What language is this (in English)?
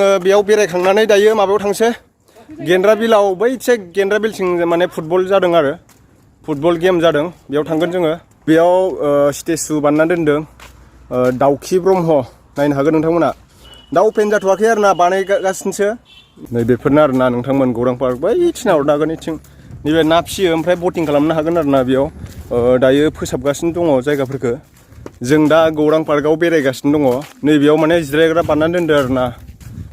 Bodo